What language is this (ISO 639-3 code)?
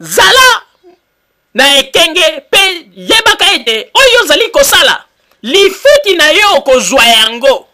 lin